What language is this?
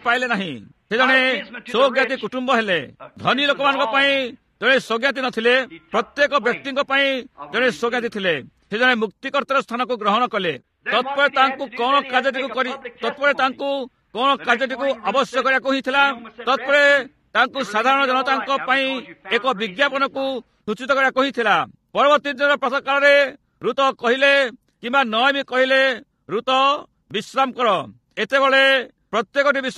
Odia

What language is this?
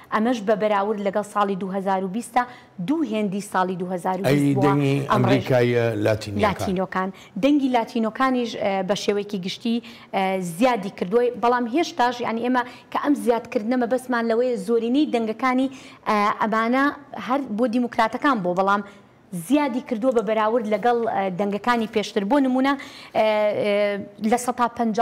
Central Kurdish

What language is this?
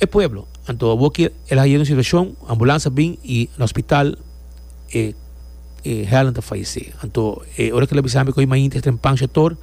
Papiamento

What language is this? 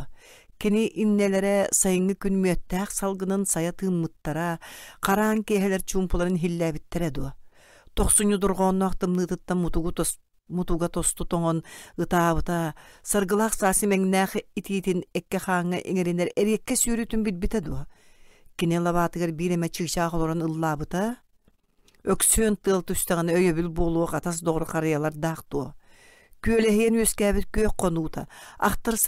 Yakut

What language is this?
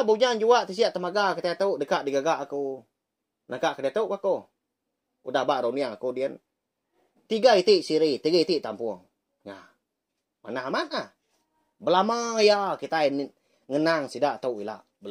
Iban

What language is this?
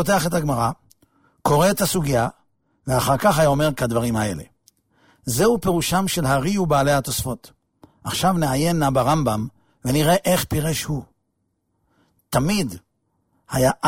Hebrew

